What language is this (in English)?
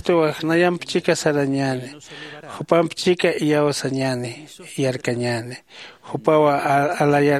Aymara